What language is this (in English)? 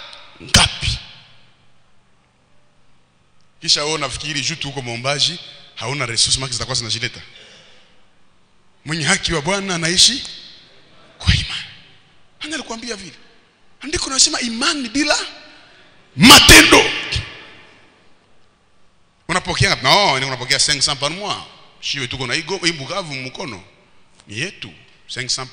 Swahili